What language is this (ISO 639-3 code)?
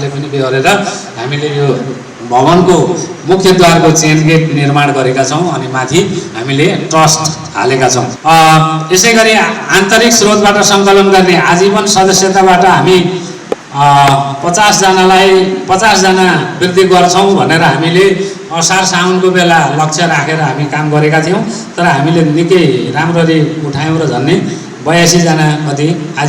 nep